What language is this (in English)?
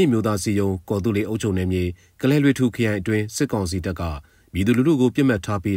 Burmese